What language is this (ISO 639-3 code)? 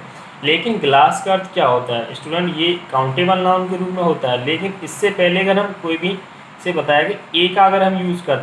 hin